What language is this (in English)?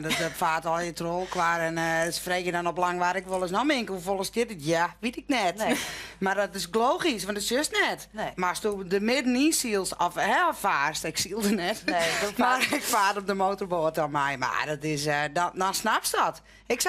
Western Frisian